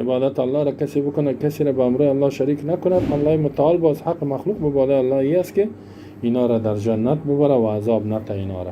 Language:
Persian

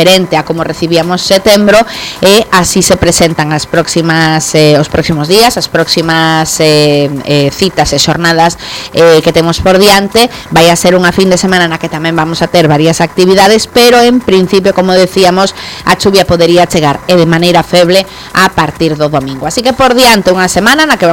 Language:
Galician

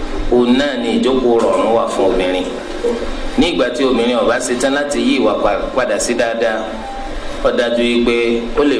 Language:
Yoruba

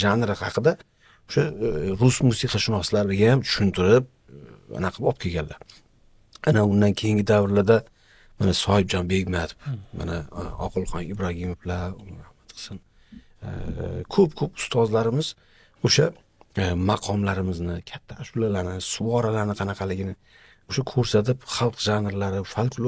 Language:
Uzbek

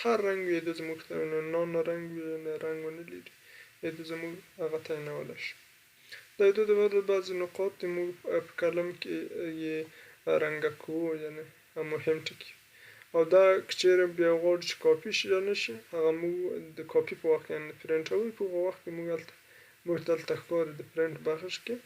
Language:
Pashto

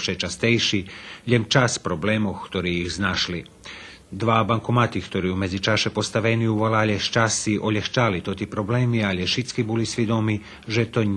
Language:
Rusyn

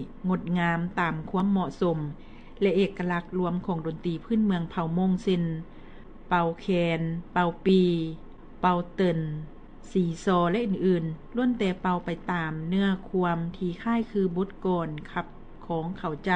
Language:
Lao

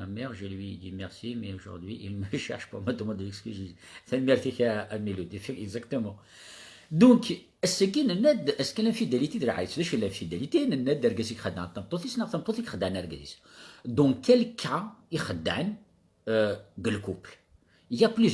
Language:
Kabyle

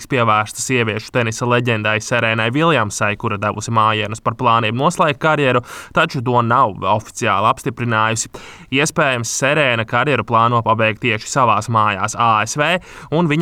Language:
Latvian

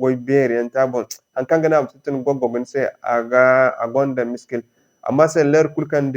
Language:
Zarma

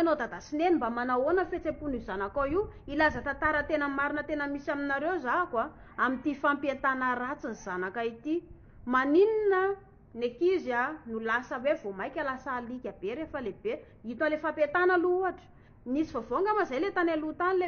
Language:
Malagasy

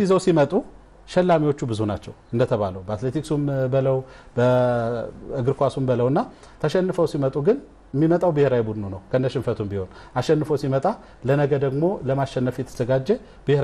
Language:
Amharic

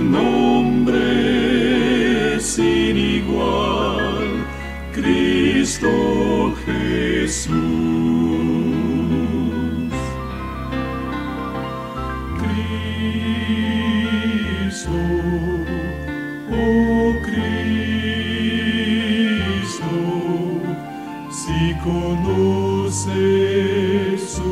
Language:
Spanish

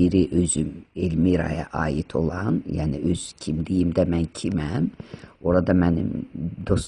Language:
Azerbaijani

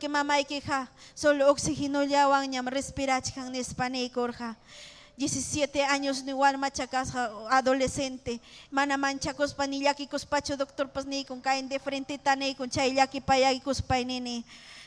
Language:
Ayacucho Quechua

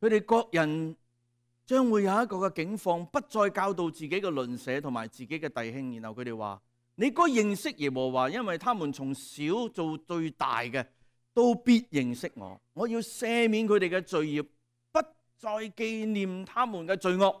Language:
Cantonese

